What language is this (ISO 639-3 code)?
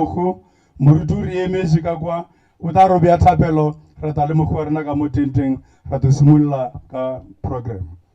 nso